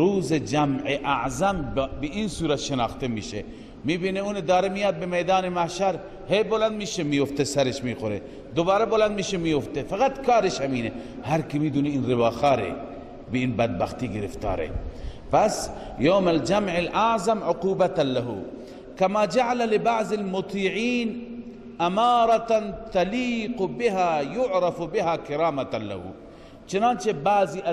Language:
Persian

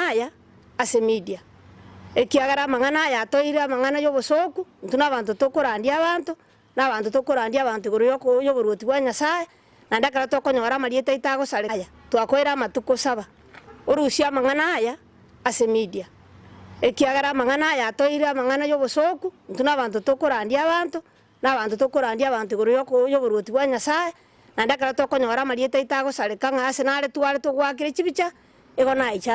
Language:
Gusii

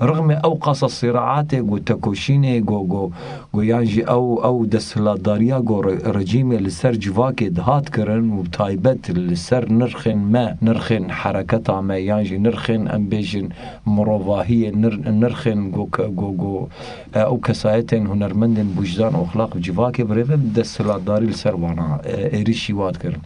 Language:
Kurdish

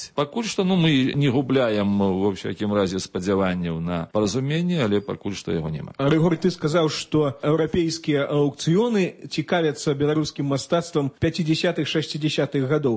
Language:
Belarusian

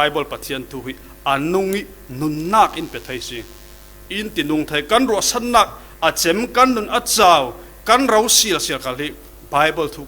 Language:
Falam Chin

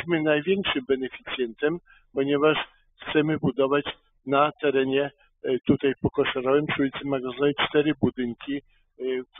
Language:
Polish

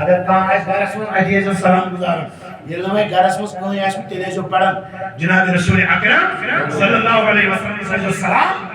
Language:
Kashmiri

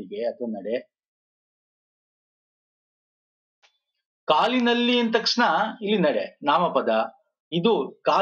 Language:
Kannada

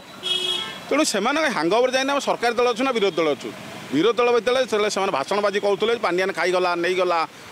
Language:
Odia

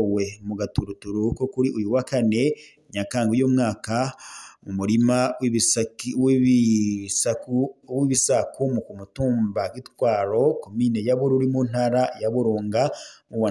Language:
Rundi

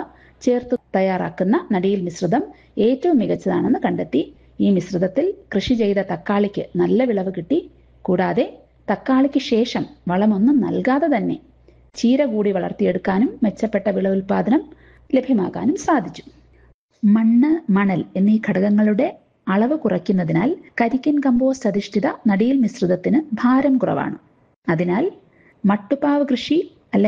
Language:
Malayalam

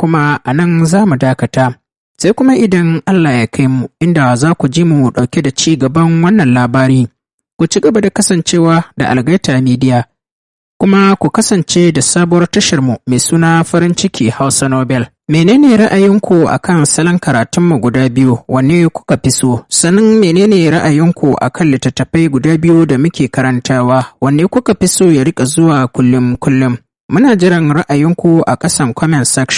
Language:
Hausa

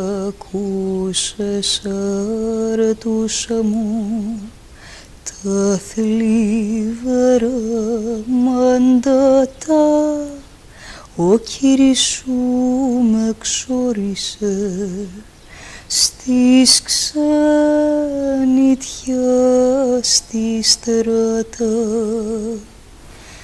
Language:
Greek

